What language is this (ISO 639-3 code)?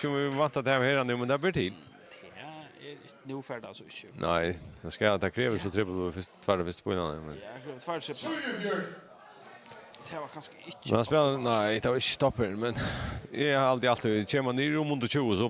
fao